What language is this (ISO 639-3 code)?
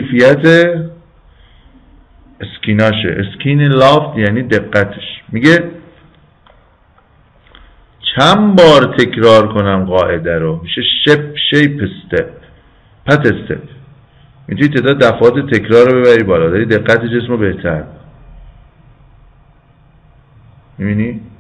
fas